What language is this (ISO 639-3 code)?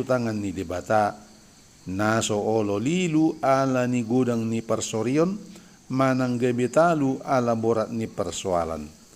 bbc